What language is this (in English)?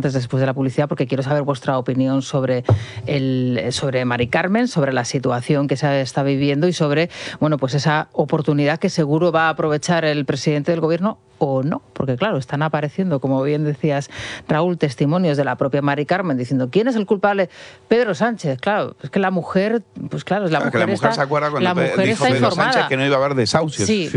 Spanish